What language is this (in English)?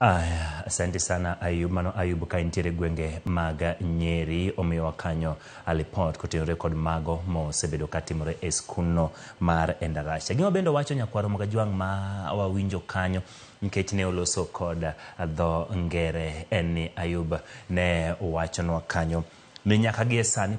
Luo (Kenya and Tanzania)